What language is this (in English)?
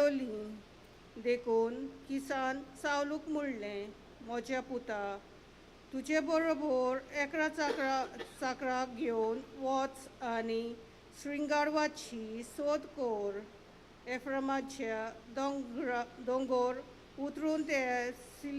Konkani